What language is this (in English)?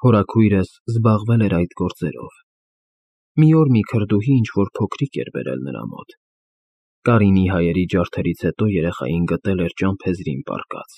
Armenian